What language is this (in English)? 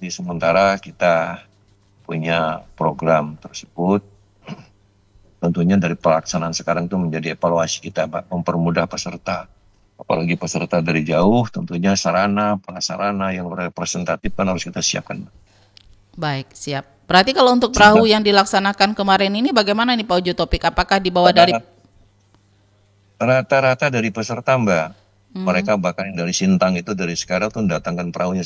Indonesian